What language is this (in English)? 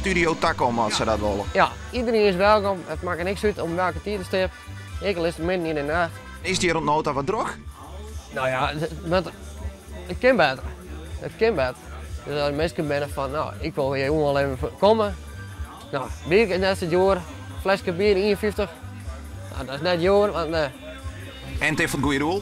Western Frisian